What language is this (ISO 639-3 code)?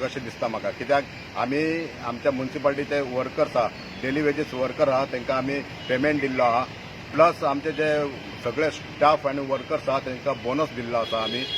kok